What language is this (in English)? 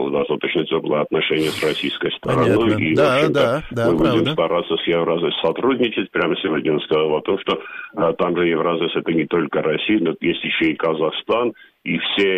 Russian